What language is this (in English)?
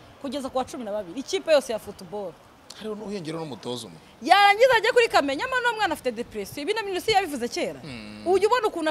Kinyarwanda